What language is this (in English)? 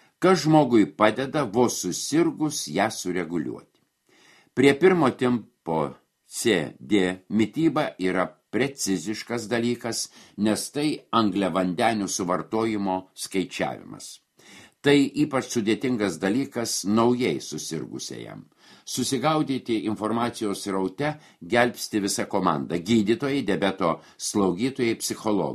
Lithuanian